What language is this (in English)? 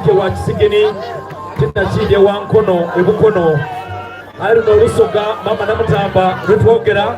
Soga